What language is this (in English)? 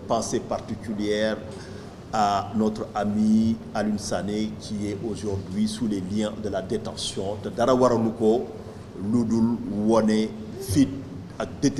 Wolof